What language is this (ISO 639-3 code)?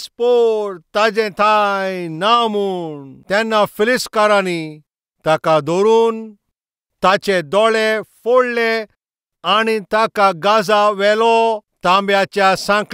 kok